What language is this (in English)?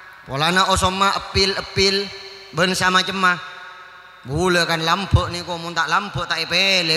Madurese